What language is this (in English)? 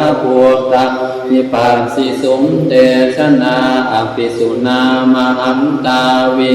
Pali